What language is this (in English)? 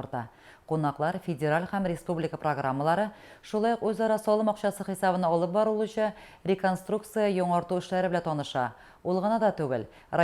Tatar